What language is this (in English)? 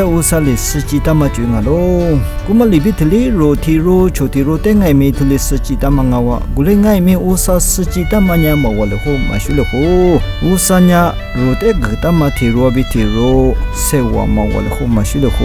Lisu